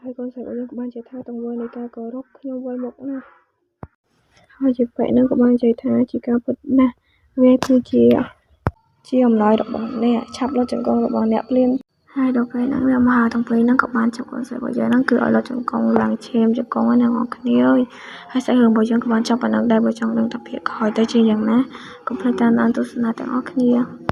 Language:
Khmer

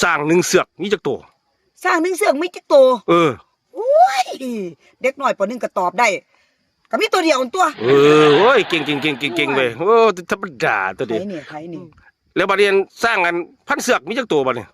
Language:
Lao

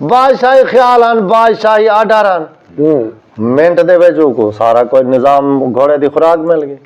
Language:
Saraiki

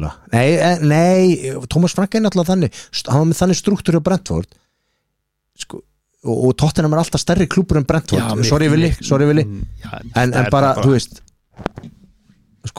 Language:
Icelandic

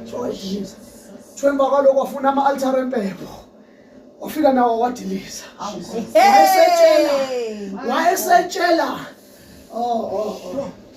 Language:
Zulu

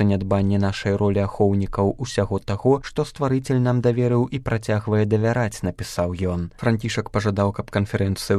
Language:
Belarusian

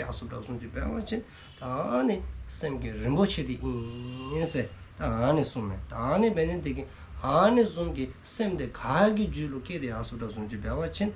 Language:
Dzongkha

